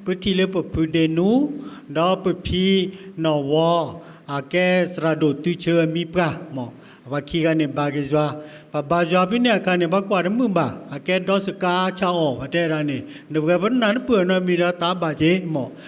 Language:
S'gaw Karen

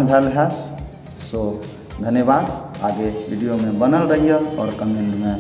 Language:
Maithili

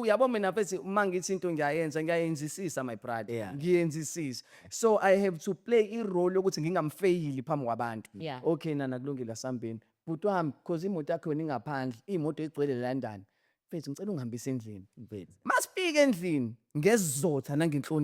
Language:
Zulu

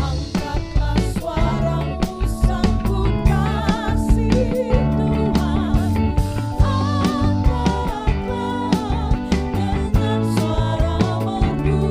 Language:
Ambonese Malay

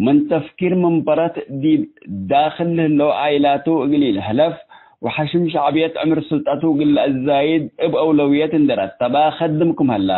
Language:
Tigre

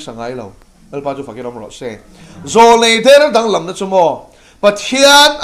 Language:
Mizo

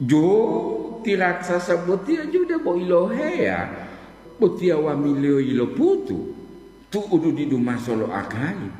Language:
Gorontalo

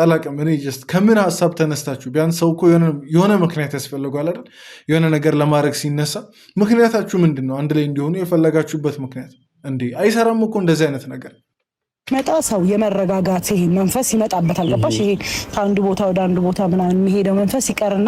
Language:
Amharic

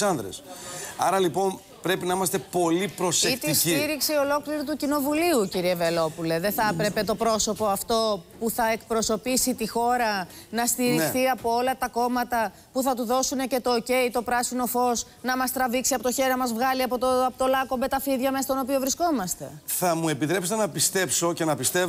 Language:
Greek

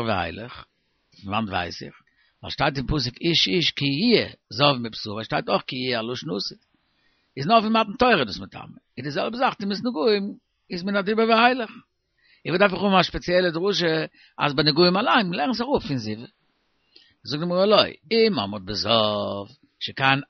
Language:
Yiddish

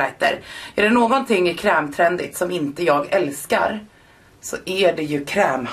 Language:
Swedish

